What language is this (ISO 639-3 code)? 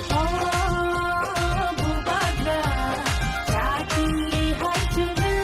trp